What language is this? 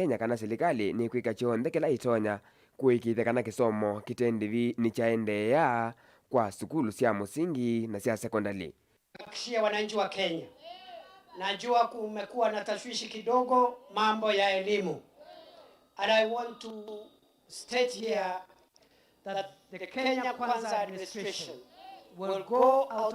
Kamba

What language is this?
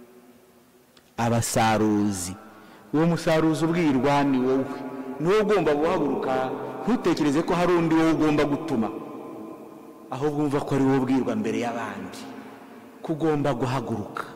Kinyarwanda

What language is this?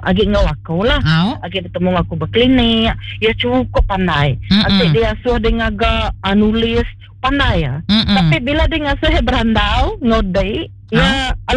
Iban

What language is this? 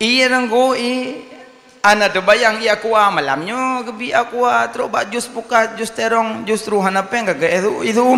Achinese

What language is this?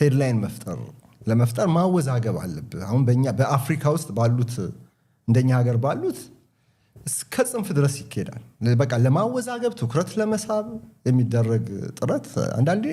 Amharic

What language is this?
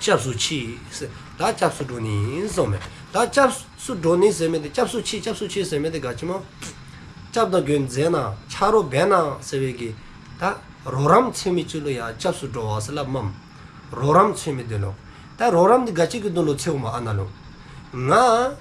Dzongkha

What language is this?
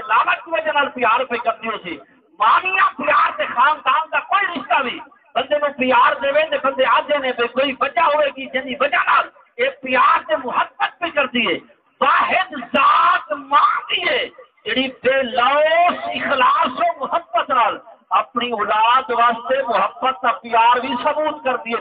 Saraiki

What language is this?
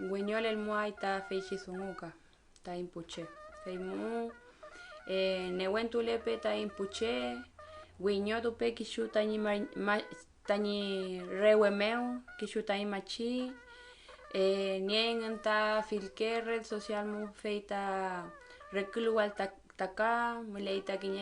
Mapuche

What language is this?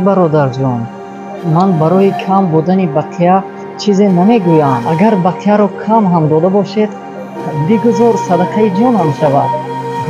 Tajik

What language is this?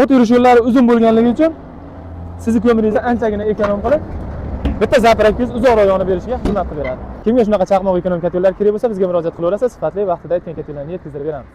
Uzbek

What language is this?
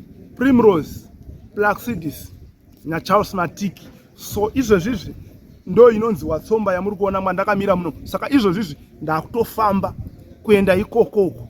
Shona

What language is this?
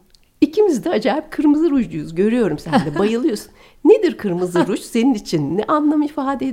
Turkish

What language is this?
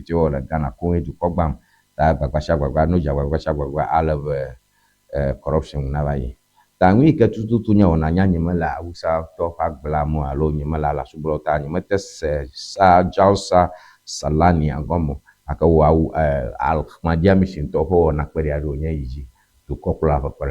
Ewe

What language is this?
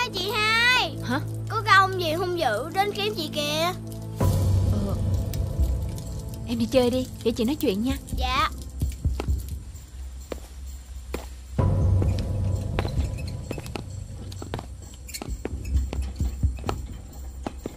Vietnamese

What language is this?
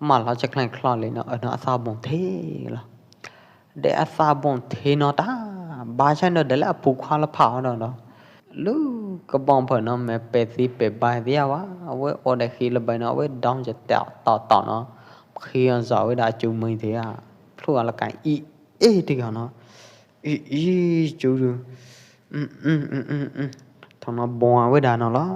Pwo Eastern Karen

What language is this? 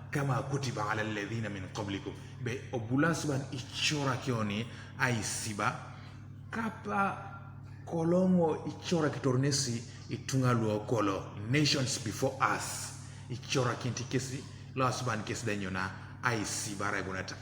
Teso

